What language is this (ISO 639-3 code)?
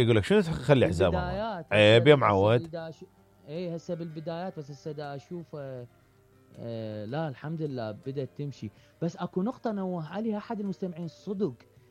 acm